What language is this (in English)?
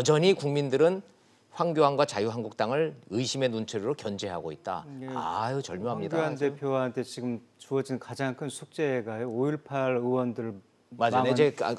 Korean